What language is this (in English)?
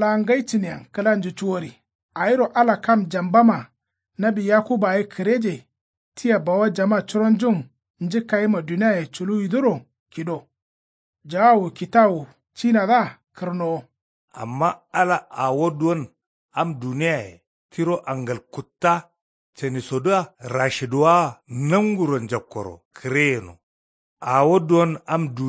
Kanuri